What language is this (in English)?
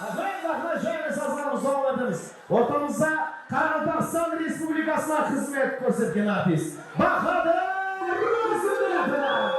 Kara-Kalpak